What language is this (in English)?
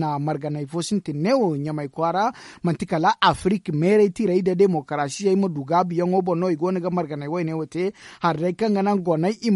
Zarma